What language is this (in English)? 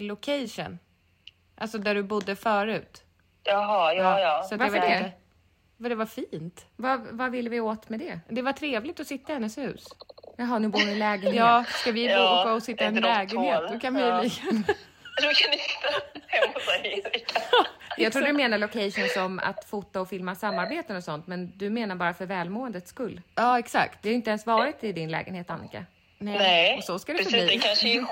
Swedish